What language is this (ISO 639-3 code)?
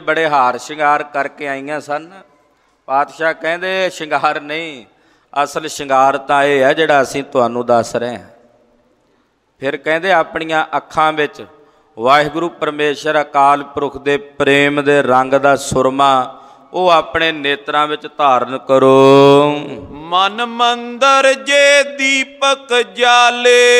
pan